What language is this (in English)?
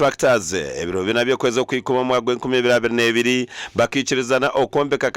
Nyankole